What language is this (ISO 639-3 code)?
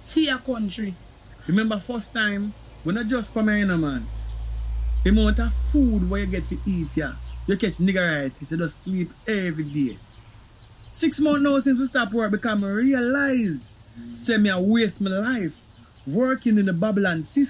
jam